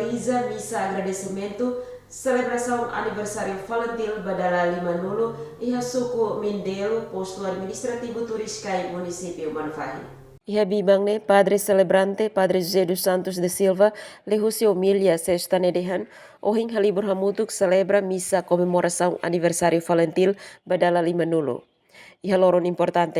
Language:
Tetum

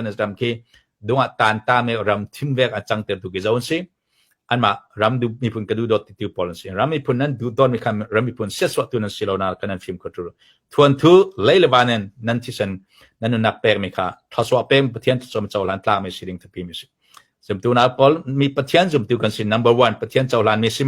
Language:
Falam Chin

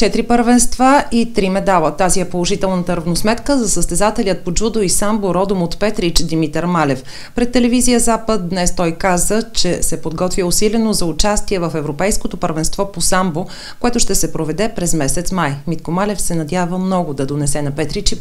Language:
Bulgarian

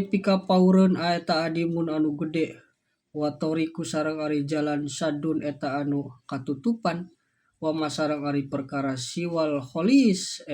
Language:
Sundanese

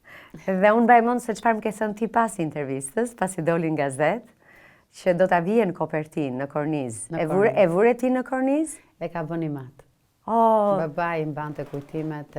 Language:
Albanian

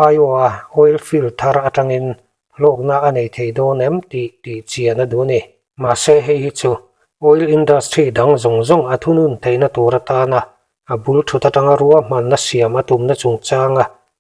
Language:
Mizo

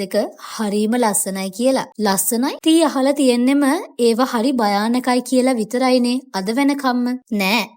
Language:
Sinhala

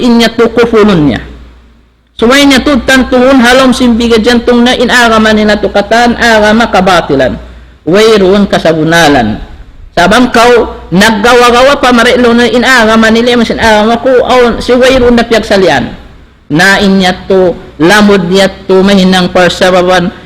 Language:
Tausug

